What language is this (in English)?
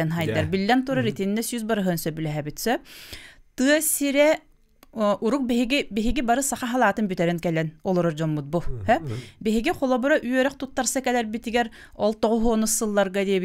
Yakut